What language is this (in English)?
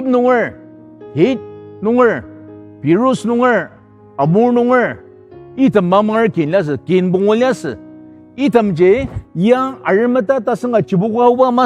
Ao Naga